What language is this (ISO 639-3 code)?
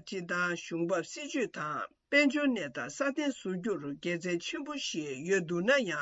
bod